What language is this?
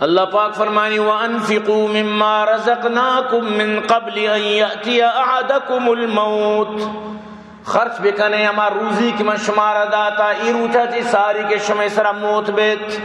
Baluchi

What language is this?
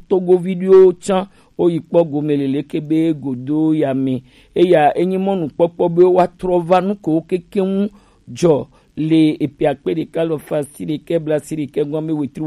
Gen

